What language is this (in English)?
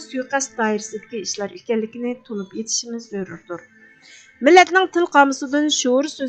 Uyghur